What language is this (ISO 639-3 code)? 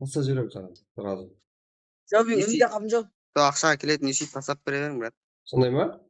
kaa